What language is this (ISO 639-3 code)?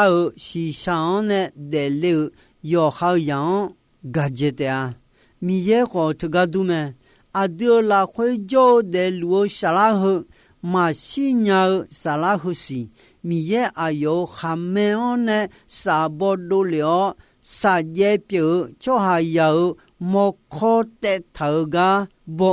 ahk